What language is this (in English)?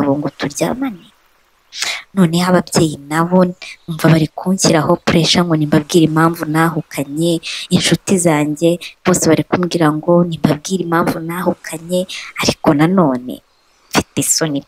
Kinyarwanda